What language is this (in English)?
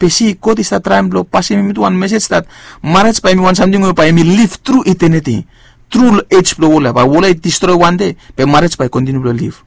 Bislama